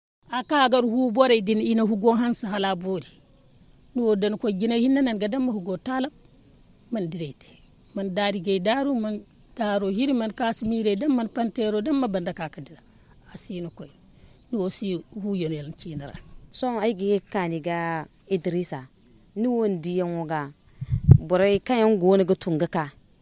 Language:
Zarma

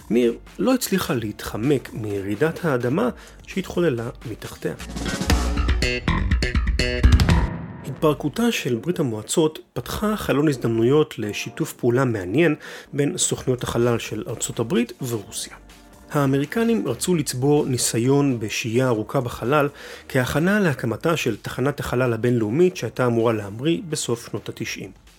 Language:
Hebrew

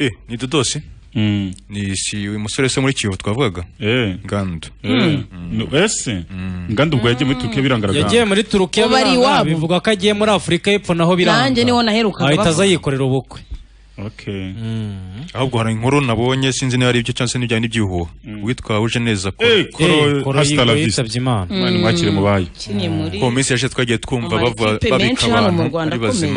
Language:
Kinyarwanda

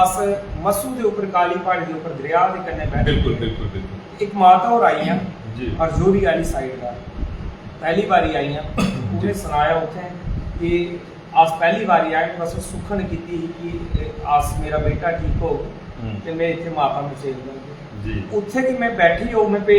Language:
Dogri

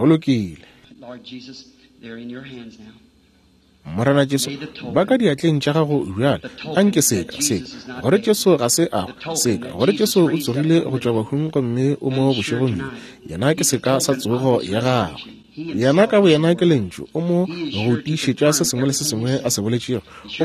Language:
Northern Sotho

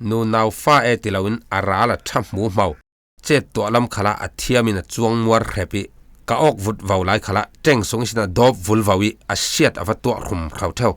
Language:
Falam Chin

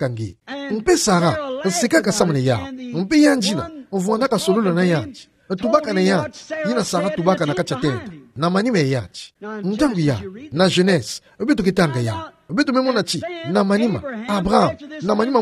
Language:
Kituba (Democratic Republic of Congo)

